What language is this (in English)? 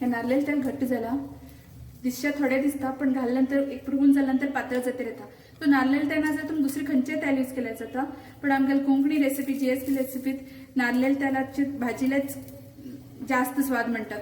Konkani